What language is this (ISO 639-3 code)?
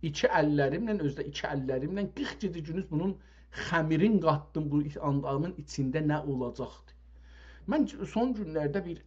azb